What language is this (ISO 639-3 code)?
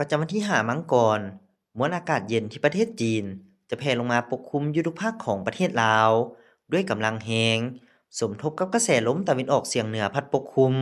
lao